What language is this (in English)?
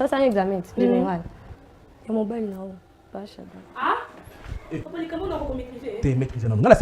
Lingala